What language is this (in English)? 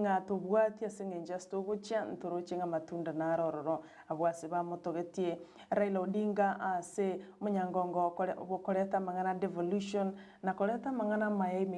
Gusii